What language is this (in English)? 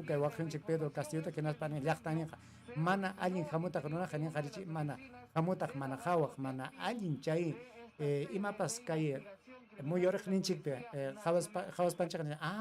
Ayacucho Quechua